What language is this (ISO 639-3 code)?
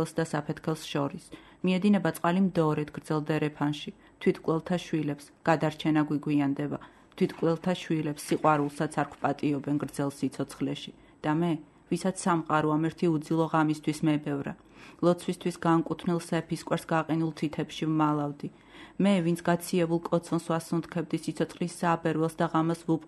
kat